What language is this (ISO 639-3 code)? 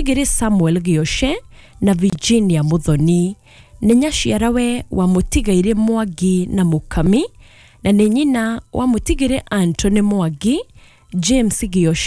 kik